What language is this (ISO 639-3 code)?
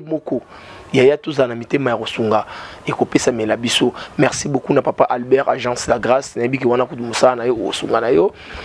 lin